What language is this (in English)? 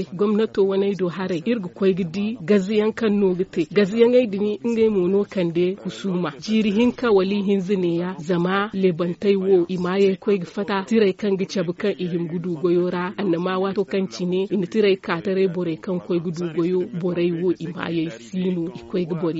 Zarma